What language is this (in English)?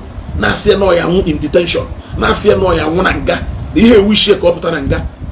Igbo